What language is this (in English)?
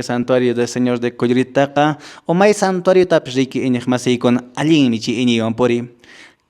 Quechua